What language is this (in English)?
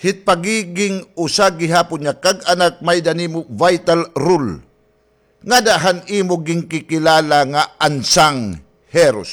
Waray